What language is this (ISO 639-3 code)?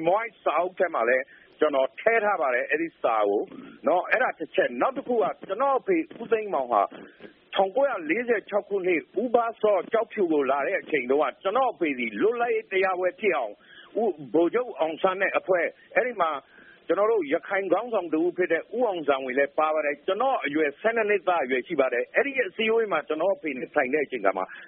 mya